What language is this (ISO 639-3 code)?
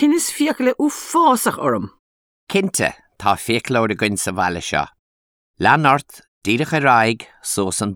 gle